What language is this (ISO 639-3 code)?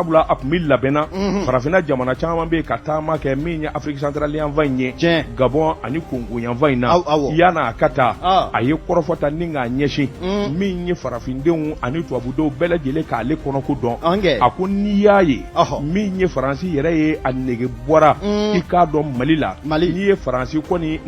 bam